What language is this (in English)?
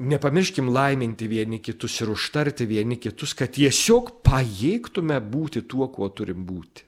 Lithuanian